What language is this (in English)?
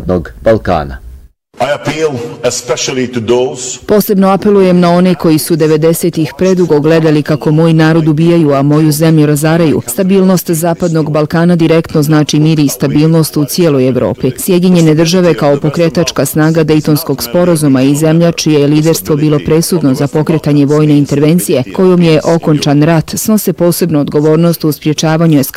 Bosnian